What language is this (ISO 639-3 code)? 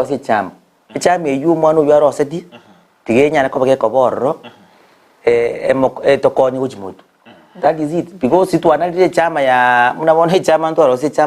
guz